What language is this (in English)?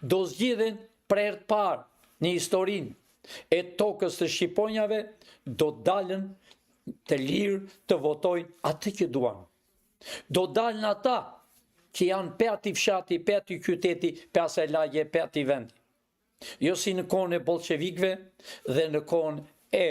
Albanian